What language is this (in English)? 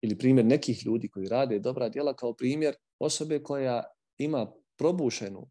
Bosnian